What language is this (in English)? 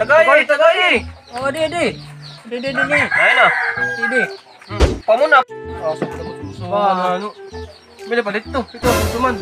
Waray